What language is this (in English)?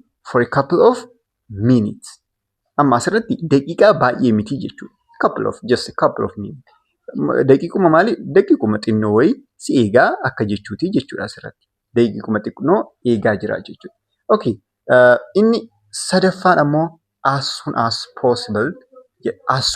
Oromo